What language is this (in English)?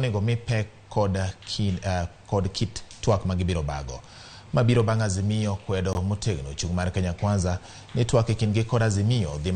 Luo (Kenya and Tanzania)